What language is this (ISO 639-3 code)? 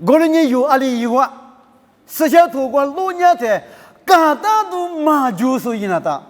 lis